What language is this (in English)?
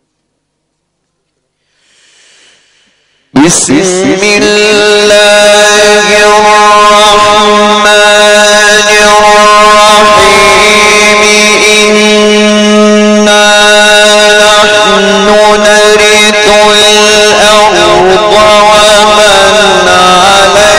Arabic